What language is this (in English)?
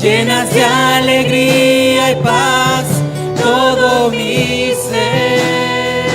South Bolivian Quechua